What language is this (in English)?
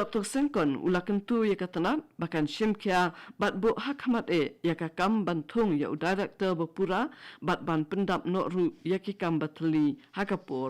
Khasi